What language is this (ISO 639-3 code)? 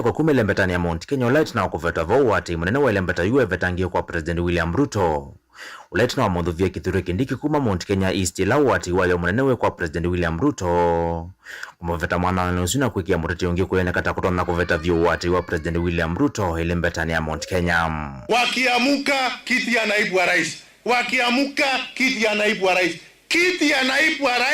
kam